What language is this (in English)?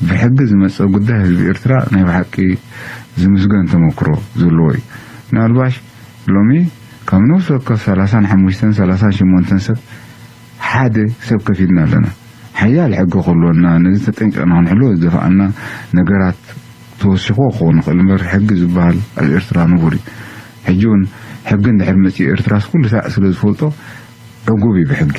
Tigrinya